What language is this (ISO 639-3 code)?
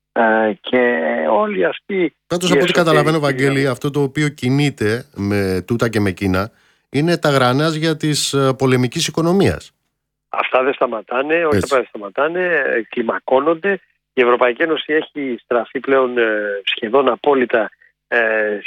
ell